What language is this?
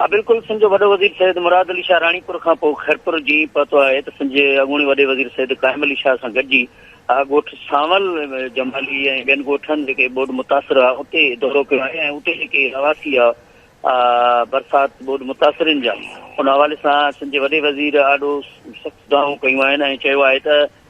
Sindhi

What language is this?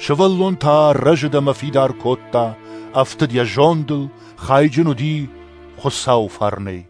Ossetic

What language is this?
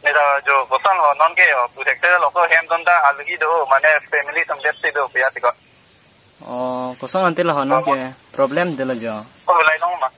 Karbi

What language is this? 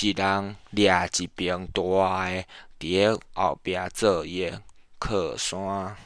Min Nan Chinese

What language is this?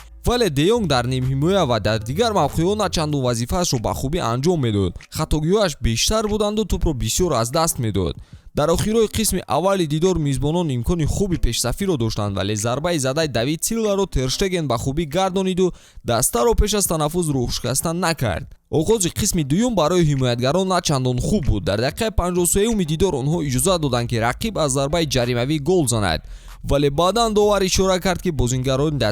Tajik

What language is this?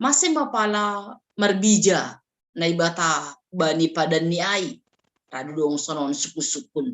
Batak Simalungun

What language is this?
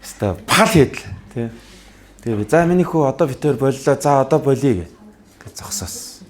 Mongolian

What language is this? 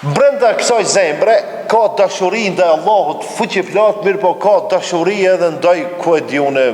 Albanian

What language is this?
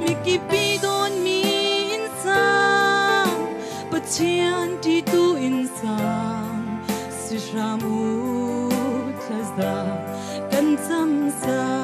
Falam Chin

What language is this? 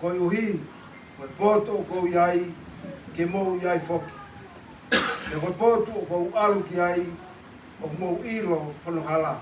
Tongan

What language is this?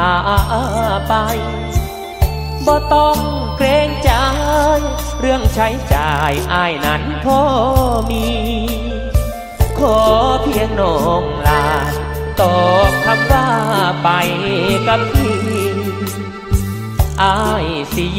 Thai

